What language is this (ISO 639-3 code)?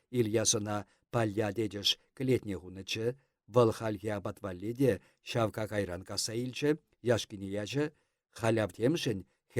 chv